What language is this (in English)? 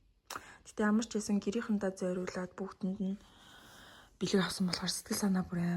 Mongolian